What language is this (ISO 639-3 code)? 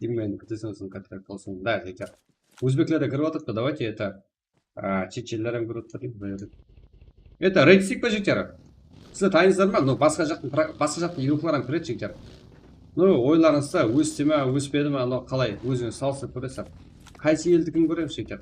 kaa